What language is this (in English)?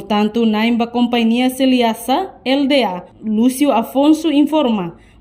Tetum